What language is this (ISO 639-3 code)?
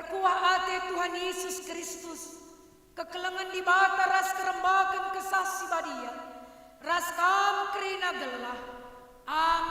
btx